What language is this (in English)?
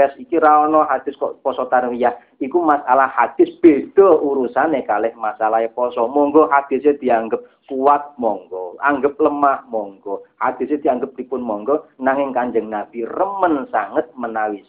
Javanese